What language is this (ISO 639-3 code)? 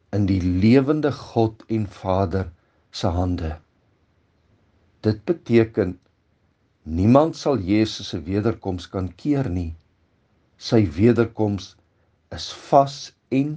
afr